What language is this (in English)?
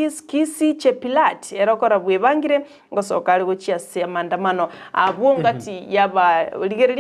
Gusii